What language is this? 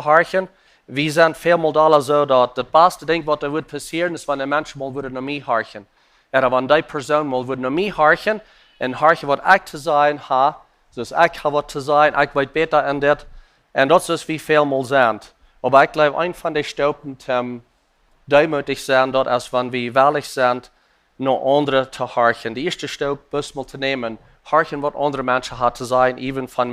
Plautdietsch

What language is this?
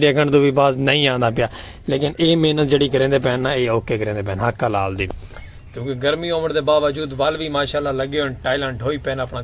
Saraiki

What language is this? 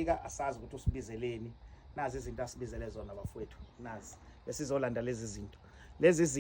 Zulu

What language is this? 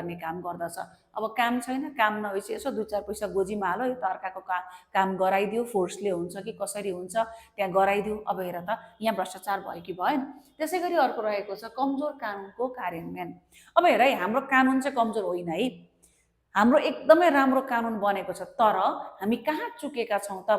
Nepali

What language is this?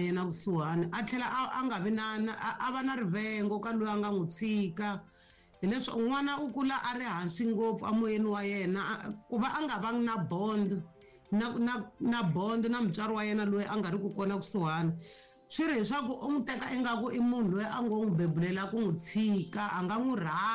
Tsonga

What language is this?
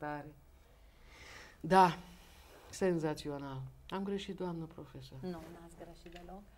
Romanian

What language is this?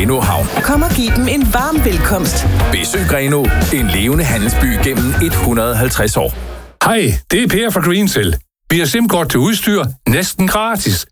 Danish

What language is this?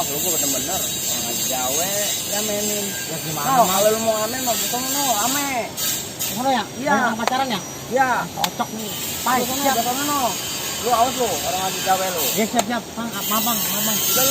Betawi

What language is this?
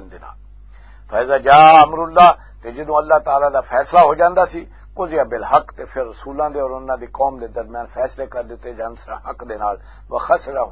Western Panjabi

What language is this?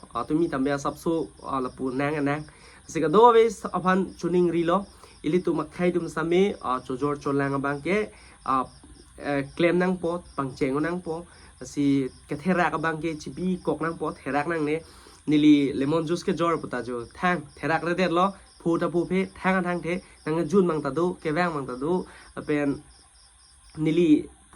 Karbi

